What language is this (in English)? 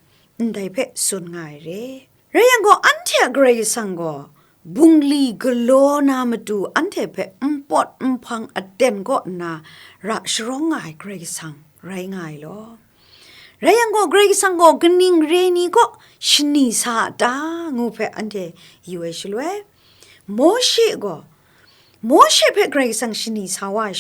Kachin